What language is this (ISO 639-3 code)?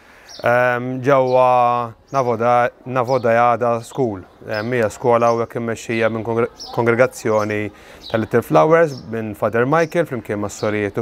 mlt